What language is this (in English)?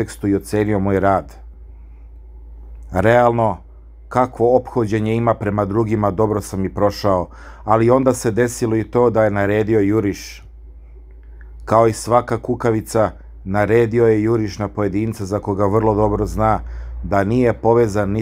Serbian